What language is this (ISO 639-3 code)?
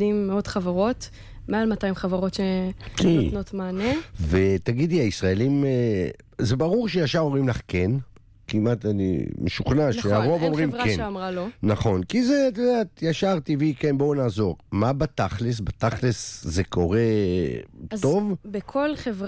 heb